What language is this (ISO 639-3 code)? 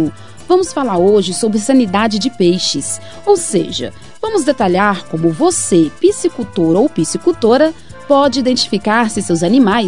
por